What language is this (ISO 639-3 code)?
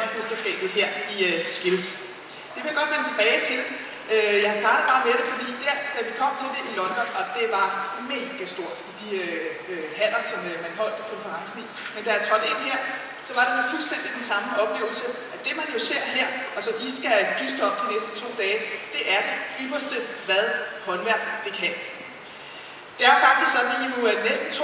dan